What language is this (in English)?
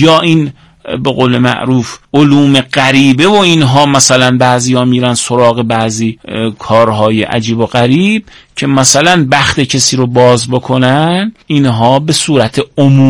Persian